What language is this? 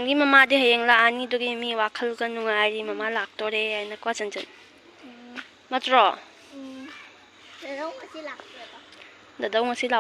Manipuri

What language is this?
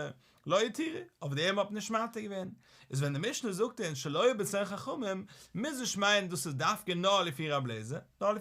Yiddish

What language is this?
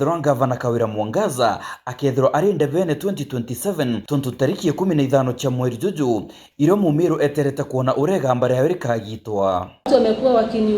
Meru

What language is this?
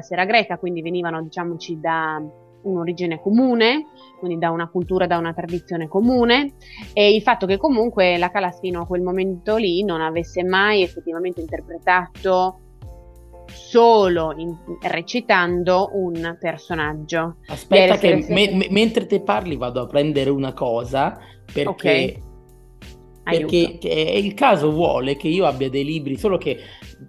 Italian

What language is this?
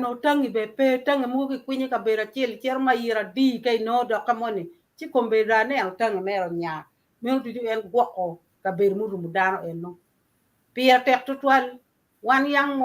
Acoli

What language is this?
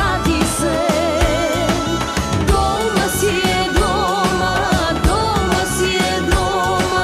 Macedonian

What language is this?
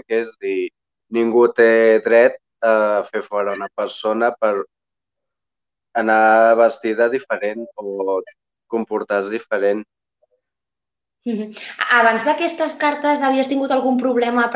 Catalan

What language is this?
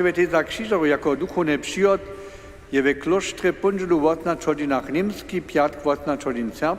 Upper Sorbian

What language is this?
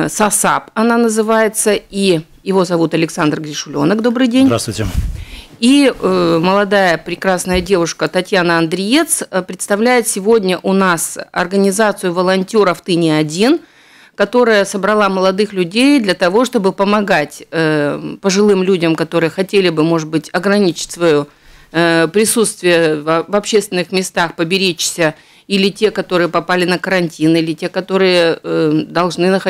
Russian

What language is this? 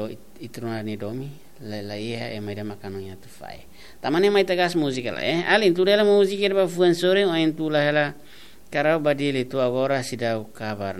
Tetum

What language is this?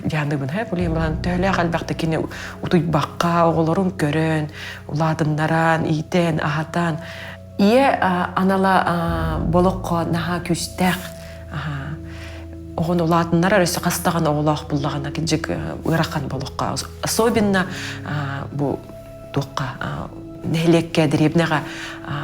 Yakut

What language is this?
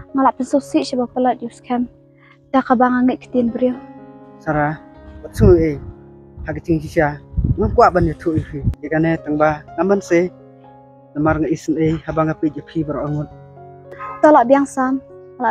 Khasi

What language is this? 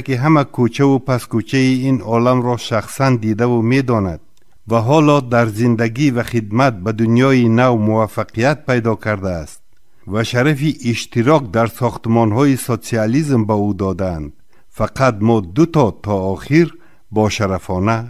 Tajik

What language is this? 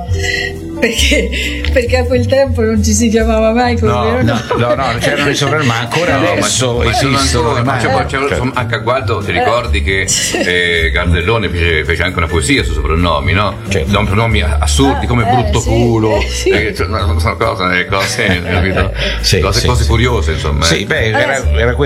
Italian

